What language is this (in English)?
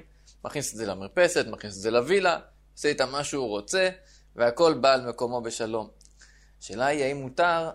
Hebrew